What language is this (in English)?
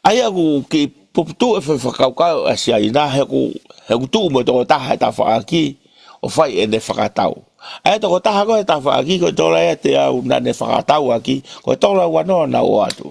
Tongan